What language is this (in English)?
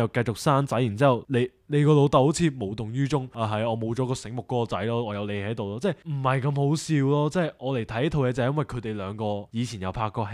Cantonese